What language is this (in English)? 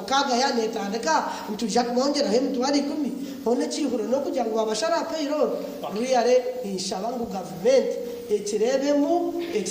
Nyankole